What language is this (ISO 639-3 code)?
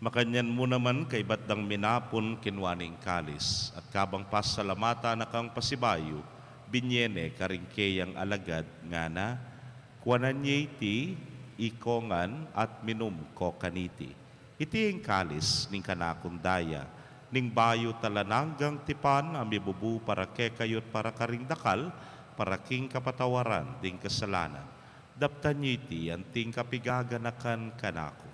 pam